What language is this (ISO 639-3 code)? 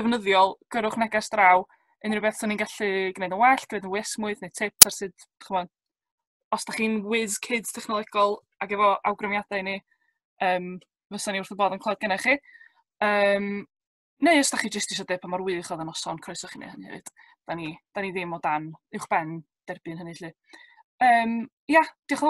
cym